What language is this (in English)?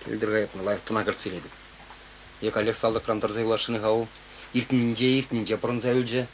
Chuvash